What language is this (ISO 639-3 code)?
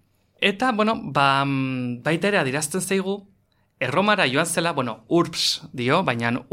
eus